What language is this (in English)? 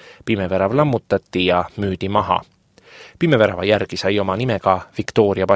Estonian